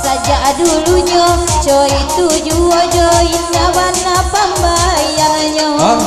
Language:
Minangkabau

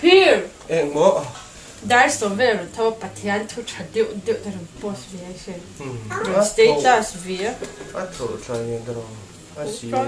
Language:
Mizo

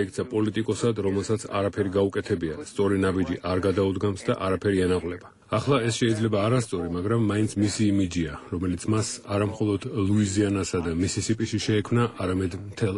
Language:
Georgian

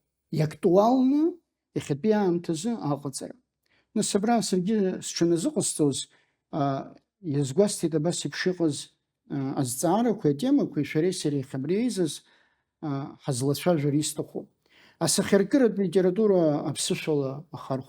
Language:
Abkhazian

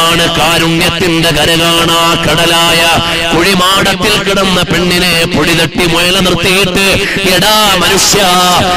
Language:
Malayalam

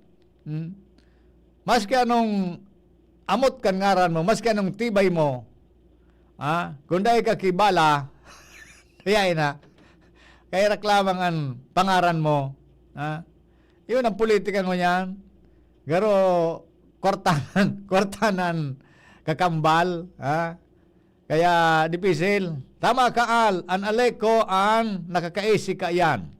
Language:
Bikol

